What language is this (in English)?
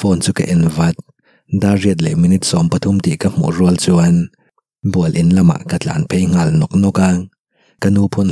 Mizo